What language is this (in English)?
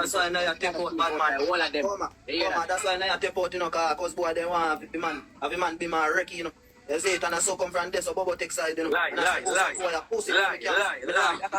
Jamaican Creole English